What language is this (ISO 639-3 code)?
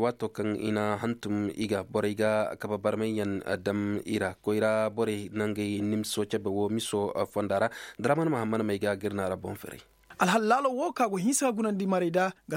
dje